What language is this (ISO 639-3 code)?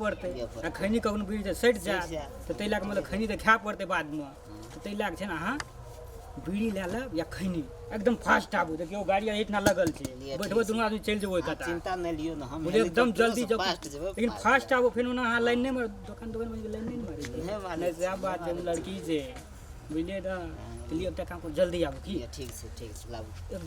mai